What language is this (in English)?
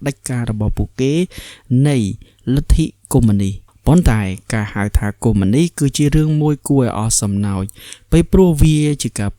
Khmer